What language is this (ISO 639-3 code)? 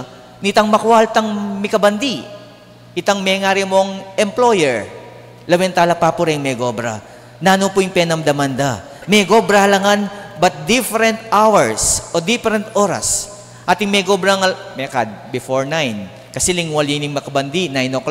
pam